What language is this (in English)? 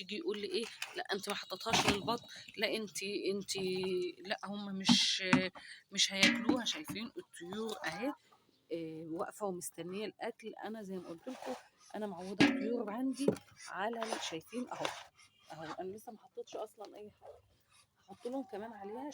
Egyptian Arabic